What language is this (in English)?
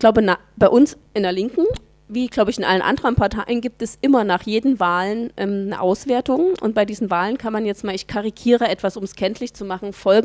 German